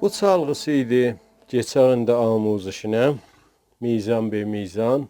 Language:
South Azerbaijani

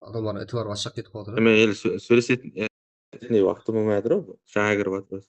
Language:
Kara-Kalpak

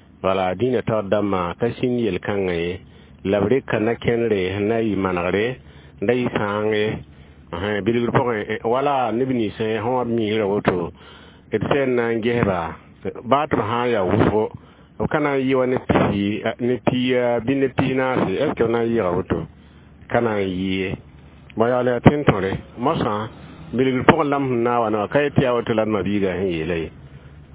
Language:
Mossi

